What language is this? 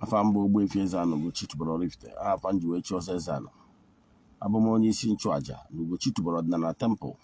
Igbo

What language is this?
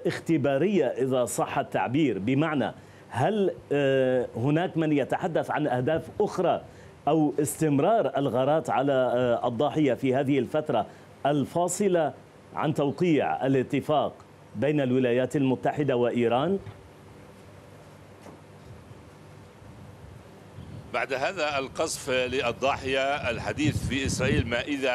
Arabic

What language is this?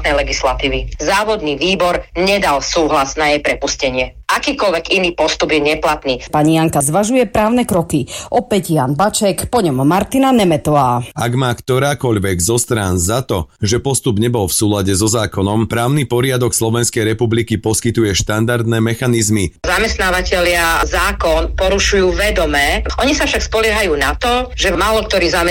Slovak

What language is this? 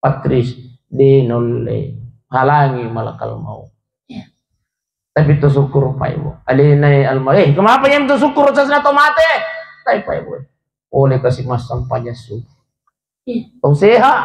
Buginese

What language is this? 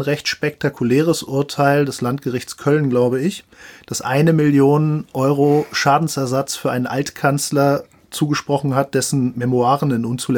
German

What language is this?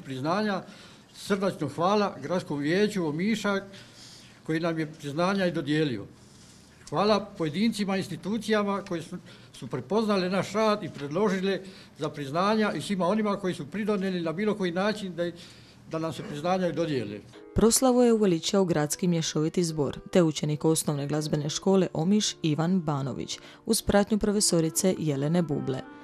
Croatian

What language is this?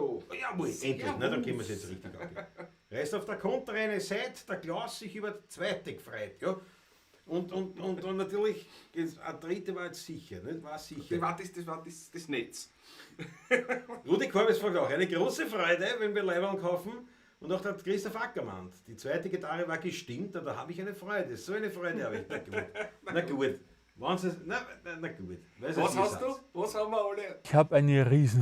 Bavarian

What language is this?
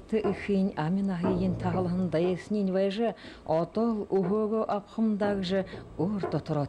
Buriat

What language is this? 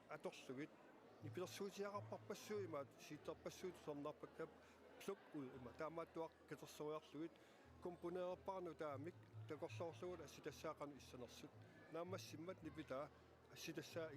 Kalaallisut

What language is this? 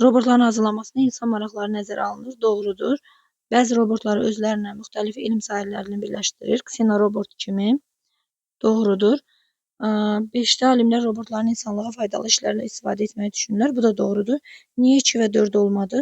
Azerbaijani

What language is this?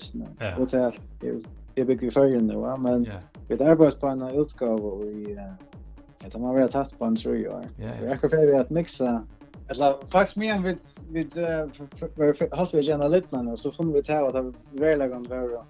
Faroese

